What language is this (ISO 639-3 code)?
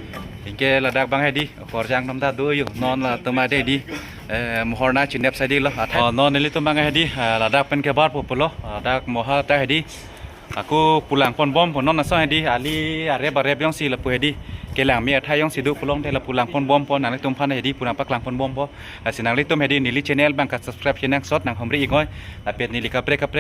mjw